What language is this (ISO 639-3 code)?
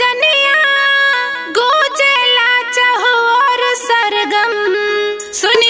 bho